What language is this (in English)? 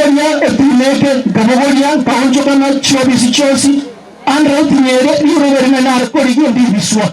Gusii